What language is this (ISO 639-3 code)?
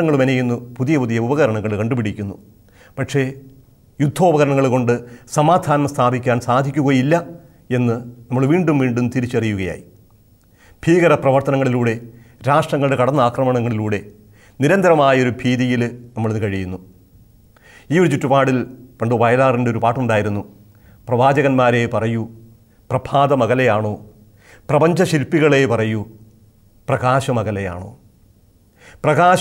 mal